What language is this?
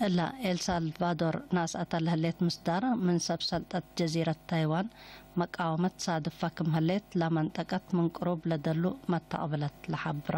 Tigre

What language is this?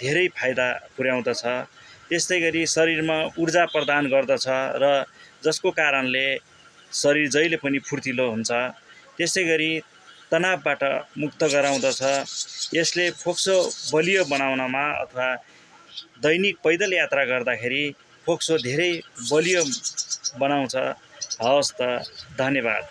Nepali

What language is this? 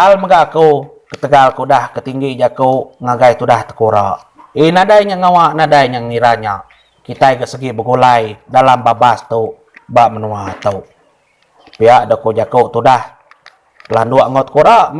Iban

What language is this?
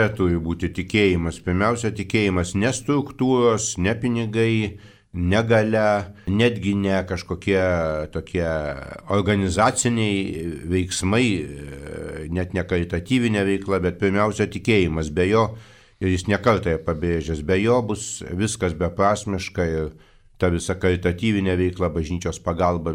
Lithuanian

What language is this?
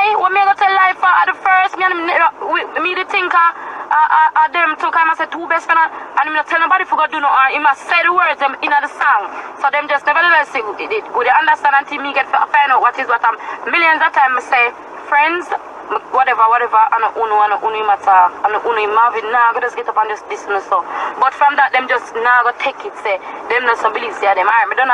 Jamaican Creole English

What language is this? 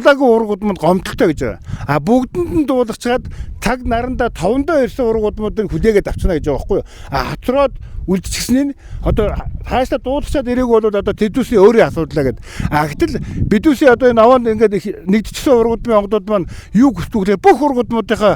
Mongolian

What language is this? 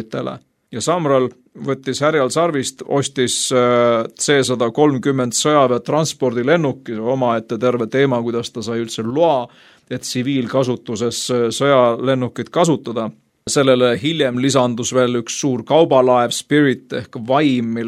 Estonian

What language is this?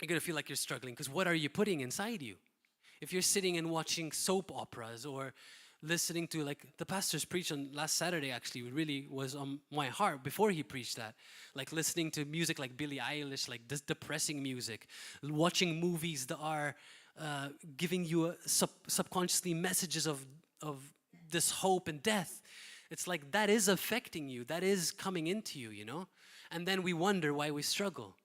English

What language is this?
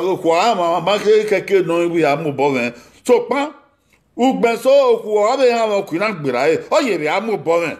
Bini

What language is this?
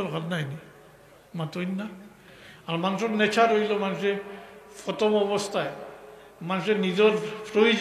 Sylheti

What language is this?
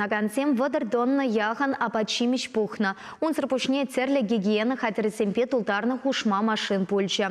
Chuvash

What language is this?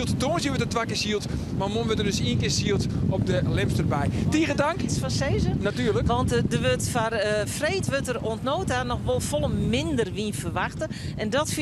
Western Frisian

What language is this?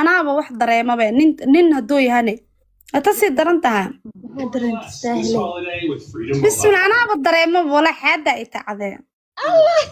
Somali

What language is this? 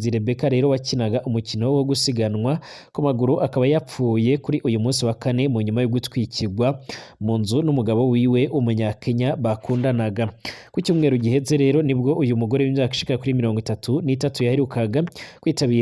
Rundi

